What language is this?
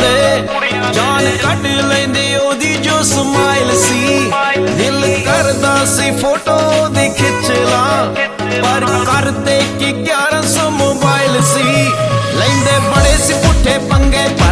Punjabi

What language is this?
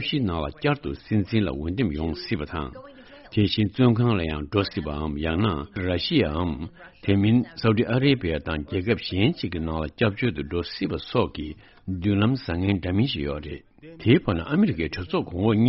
Tibetan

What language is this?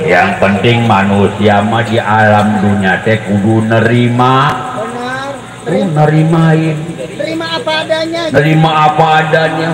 Betawi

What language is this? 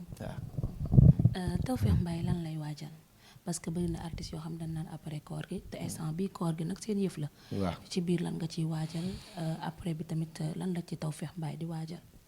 Wolof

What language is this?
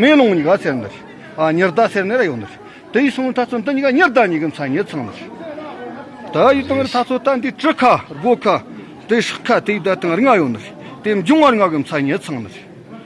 Tibetan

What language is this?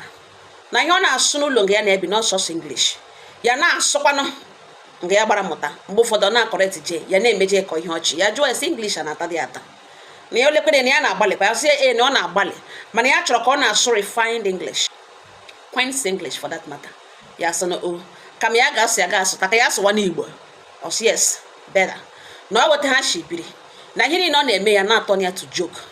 Igbo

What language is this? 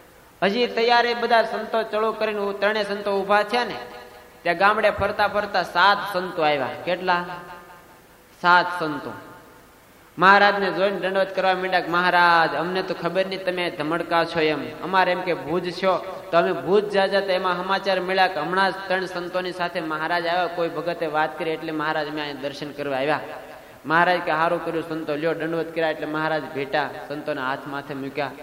Gujarati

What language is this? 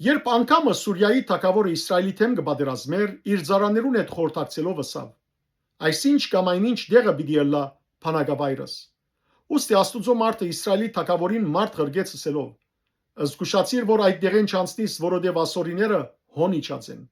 Western Armenian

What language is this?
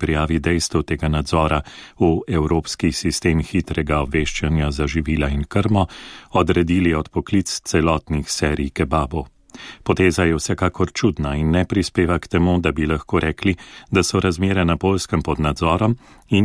Slovenian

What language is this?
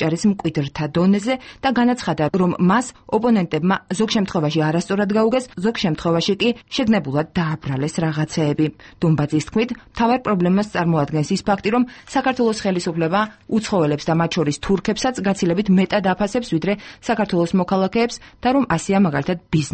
Georgian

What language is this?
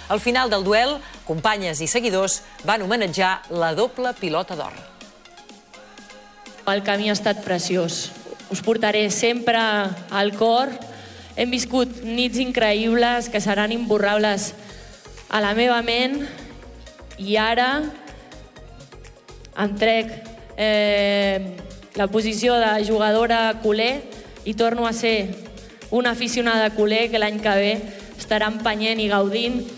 Catalan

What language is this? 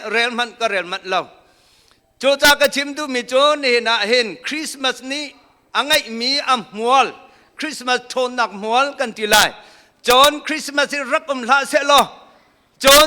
Hakha Chin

